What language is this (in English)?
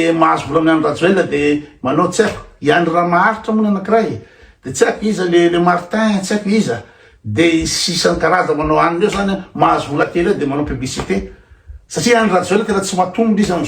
Malagasy